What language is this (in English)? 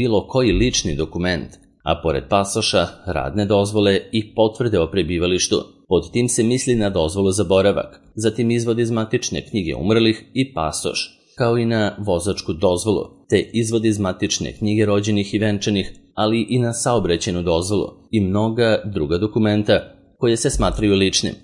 Serbian